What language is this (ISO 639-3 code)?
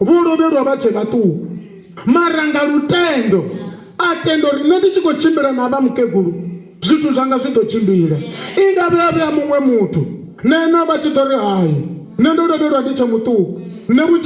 ven